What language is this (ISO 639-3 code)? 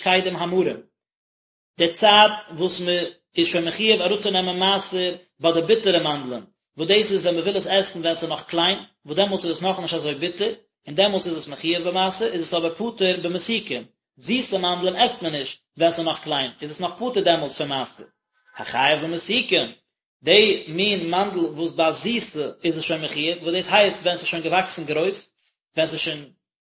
yid